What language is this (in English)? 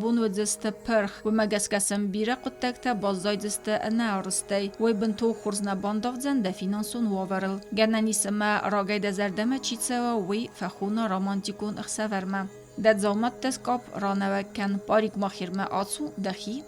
Ossetic